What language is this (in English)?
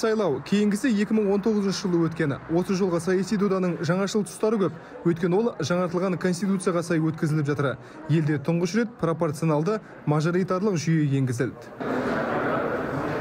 Kazakh